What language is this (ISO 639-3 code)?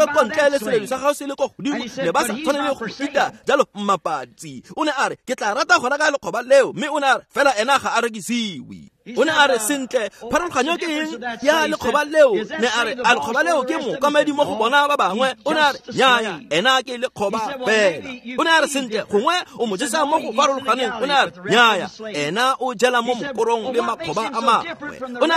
tsn